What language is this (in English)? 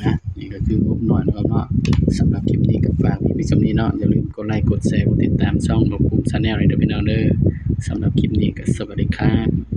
Northeastern Thai